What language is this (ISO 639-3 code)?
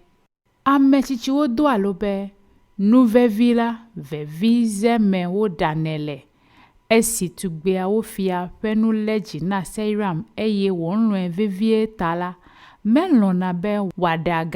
ewe